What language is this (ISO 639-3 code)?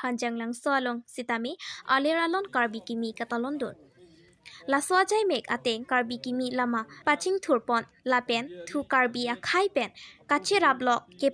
mjw